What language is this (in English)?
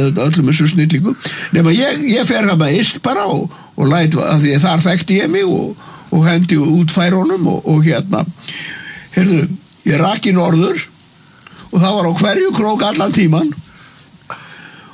Icelandic